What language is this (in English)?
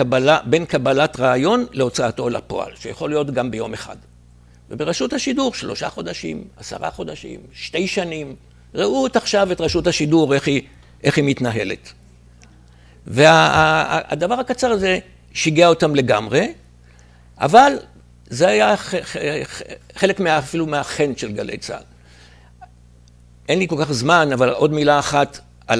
Hebrew